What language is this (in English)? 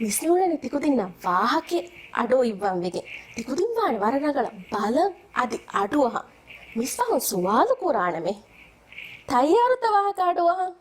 Divehi